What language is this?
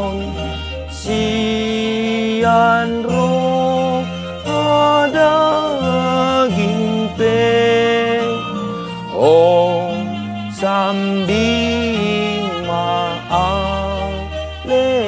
Batak Toba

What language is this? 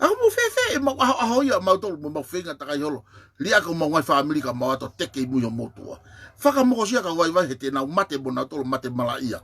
Tongan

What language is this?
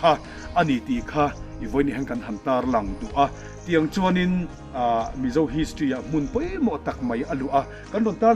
Mizo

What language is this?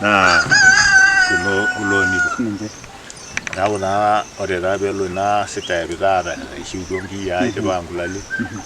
Masai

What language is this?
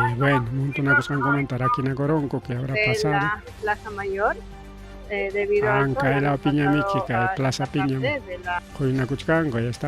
Ayacucho Quechua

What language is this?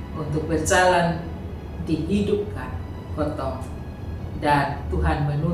Kupang Malay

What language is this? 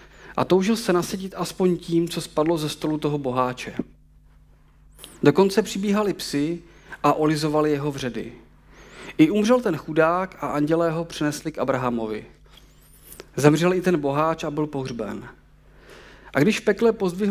Czech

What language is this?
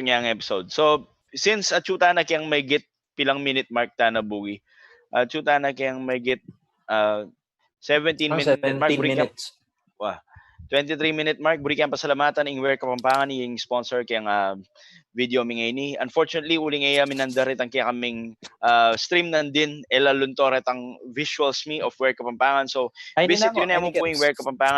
Pampanga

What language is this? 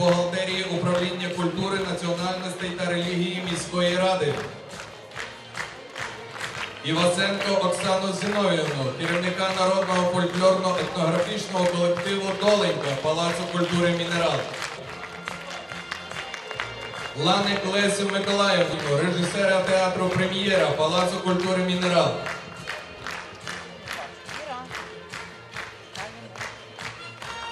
Ukrainian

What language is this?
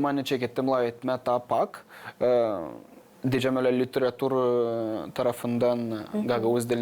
Gagauz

